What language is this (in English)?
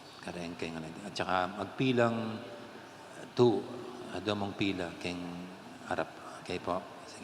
Pampanga